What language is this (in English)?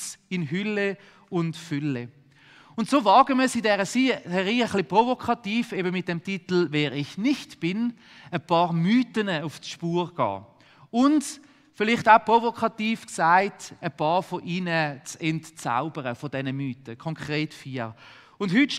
Swiss German